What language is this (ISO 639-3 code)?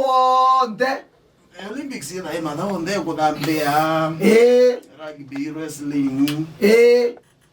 kam